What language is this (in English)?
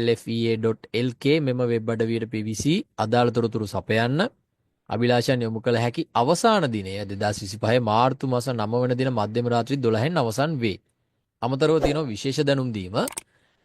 Sinhala